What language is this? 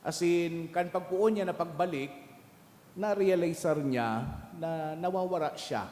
Bikol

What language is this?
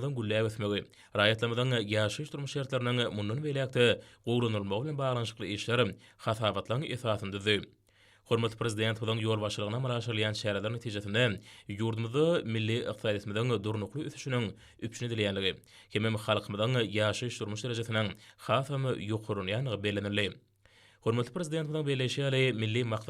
Turkmen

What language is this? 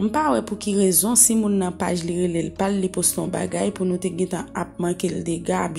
Haitian Creole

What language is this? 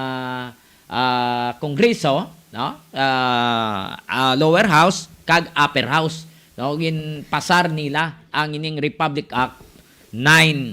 Hiligaynon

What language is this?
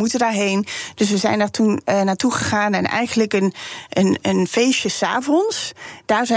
Dutch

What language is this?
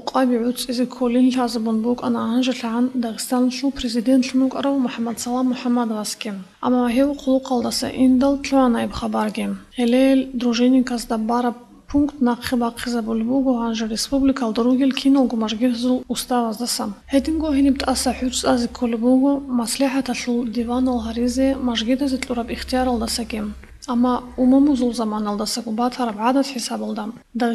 Avaric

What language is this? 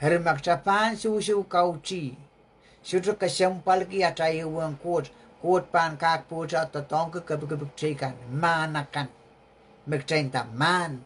Pohnpeian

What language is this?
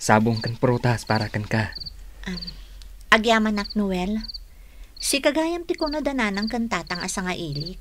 Iloko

